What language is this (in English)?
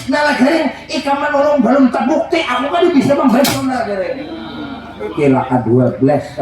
Banjar